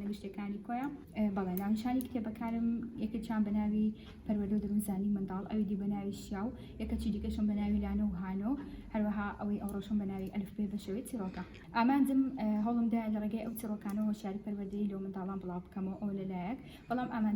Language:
Central Kurdish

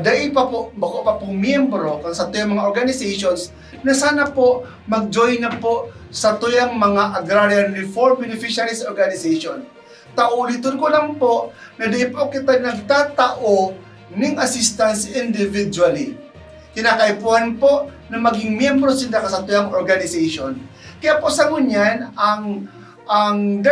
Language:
Bikol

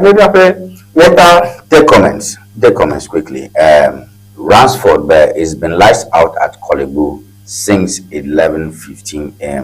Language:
Ewe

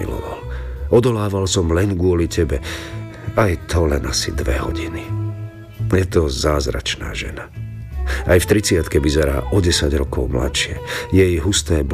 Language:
Slovak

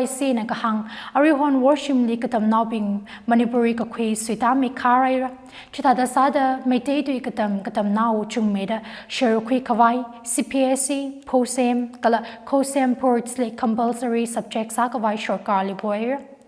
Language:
Tangkhul Naga (India)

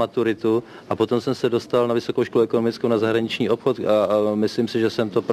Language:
Czech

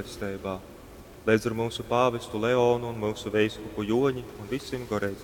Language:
Latgalian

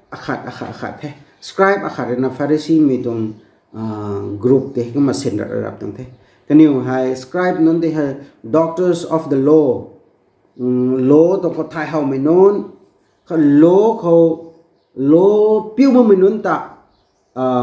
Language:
Rongmei Naga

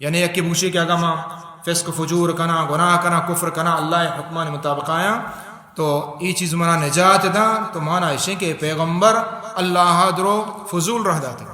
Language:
Baluchi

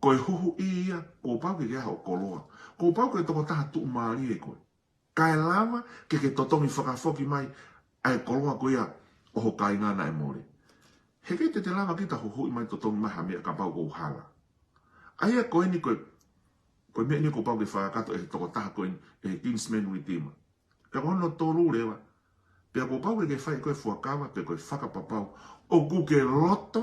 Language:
Tongan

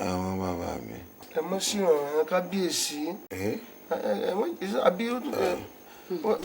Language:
Yoruba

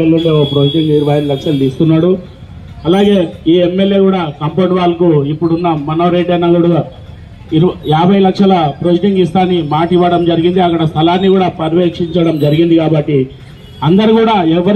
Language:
Telugu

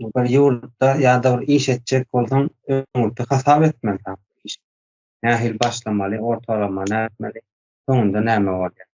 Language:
Turkmen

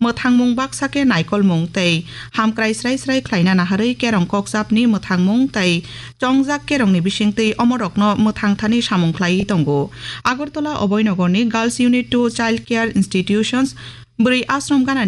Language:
Kok Borok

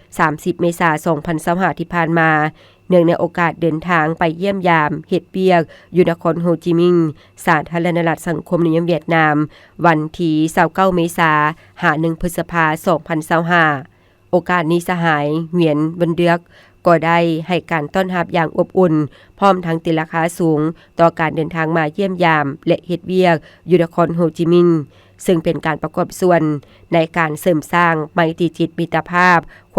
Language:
Lao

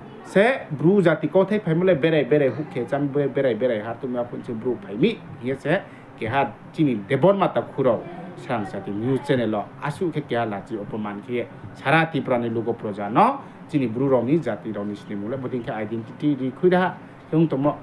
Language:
Riang (India)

